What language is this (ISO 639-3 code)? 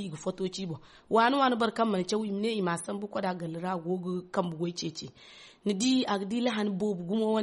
dje